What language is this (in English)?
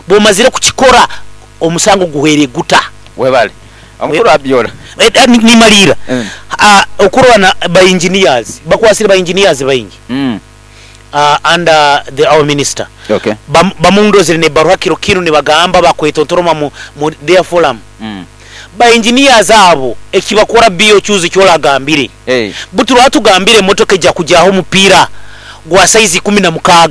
Nyoro